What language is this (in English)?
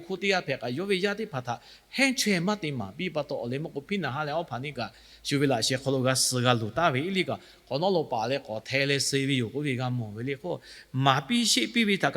Lahu